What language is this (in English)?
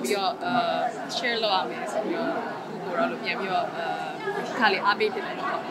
Burmese